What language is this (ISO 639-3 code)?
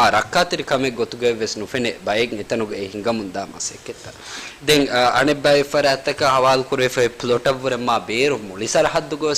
div